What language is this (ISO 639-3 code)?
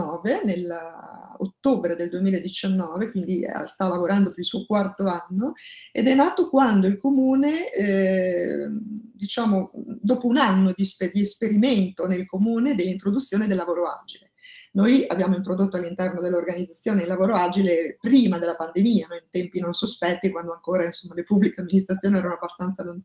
ita